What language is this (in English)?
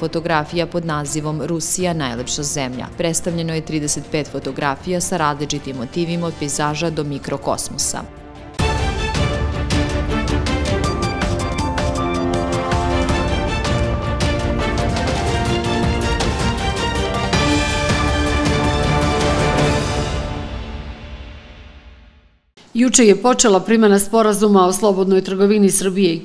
Serbian